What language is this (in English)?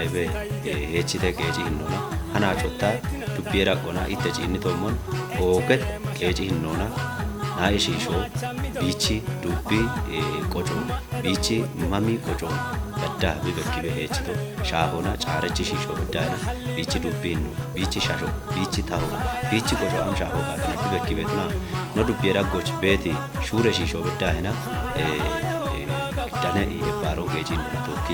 Kafa